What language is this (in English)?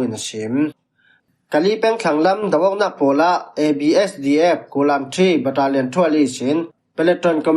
Falam Chin